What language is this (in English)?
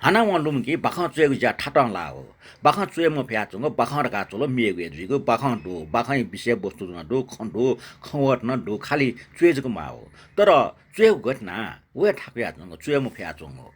Newari